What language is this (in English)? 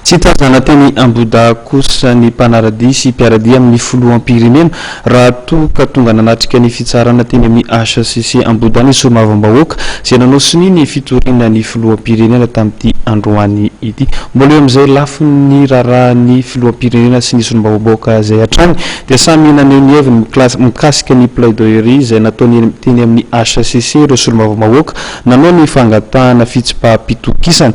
Malagasy